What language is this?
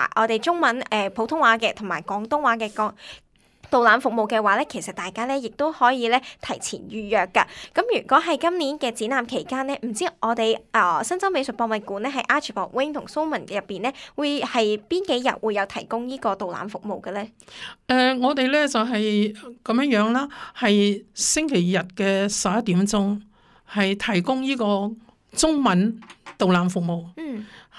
Cantonese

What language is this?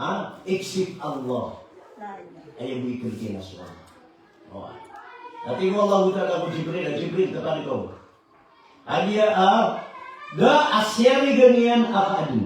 Maranao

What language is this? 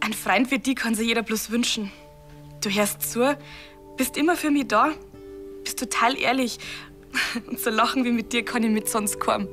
Bavarian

